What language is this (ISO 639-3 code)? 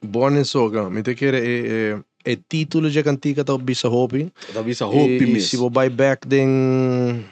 pap